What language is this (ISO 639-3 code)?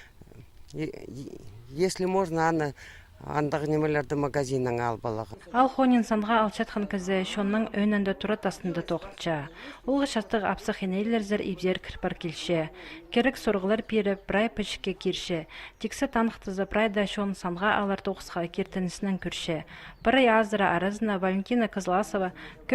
kjh